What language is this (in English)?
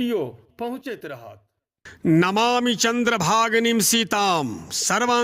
Maithili